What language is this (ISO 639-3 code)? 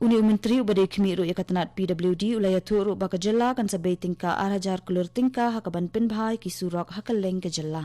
kha